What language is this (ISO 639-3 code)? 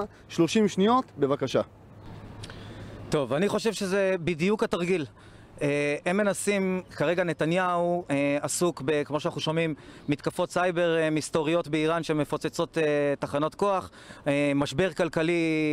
heb